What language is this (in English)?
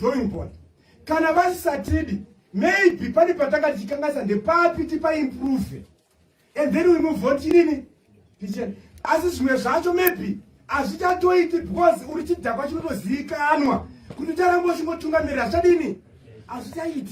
Shona